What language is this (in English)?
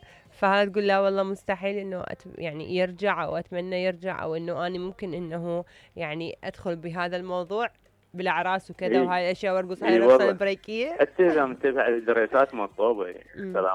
Mesopotamian Arabic